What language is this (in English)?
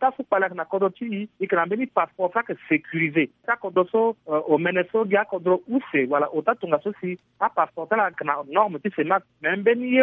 Sango